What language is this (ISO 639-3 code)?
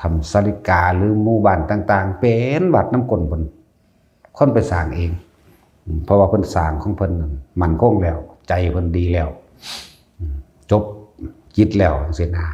tts